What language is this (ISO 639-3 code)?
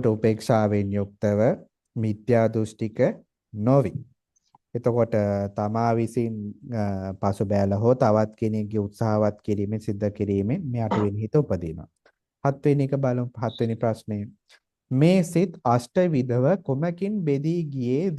sin